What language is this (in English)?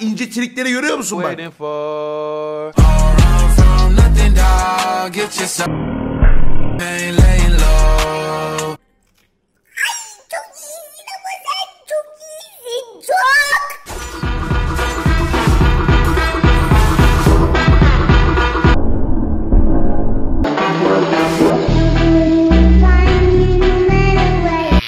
Turkish